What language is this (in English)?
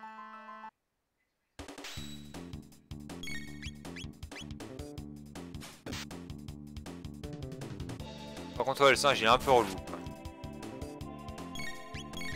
French